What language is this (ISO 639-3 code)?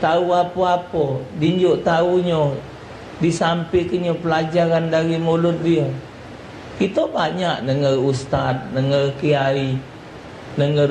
mui